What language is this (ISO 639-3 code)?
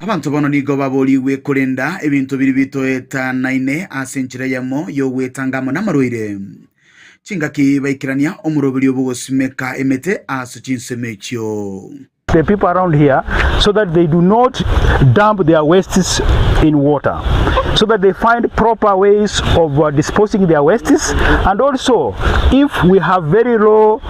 guz